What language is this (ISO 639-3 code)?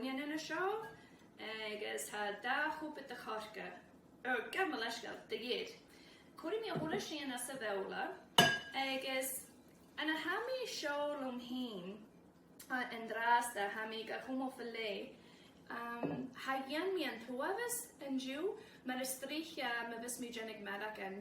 gla